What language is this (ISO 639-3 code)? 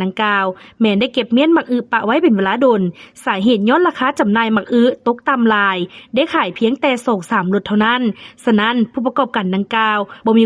lao